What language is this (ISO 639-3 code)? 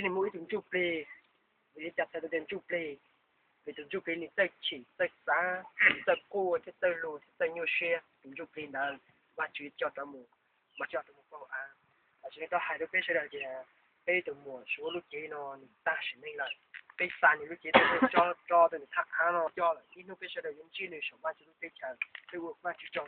hmn